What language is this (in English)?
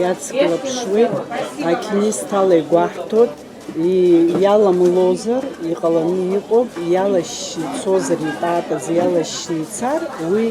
Abkhazian